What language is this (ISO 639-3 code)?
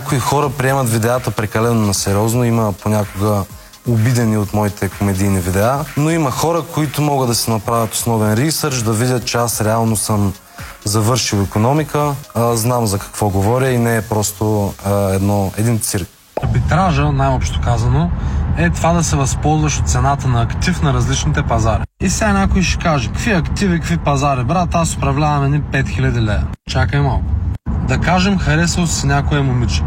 bul